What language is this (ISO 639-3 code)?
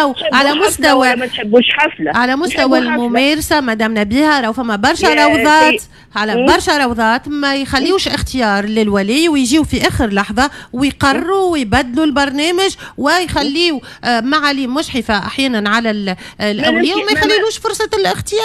aeb